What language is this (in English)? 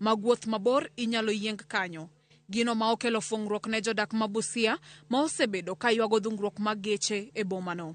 Luo (Kenya and Tanzania)